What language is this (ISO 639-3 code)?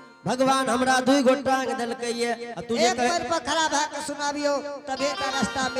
anp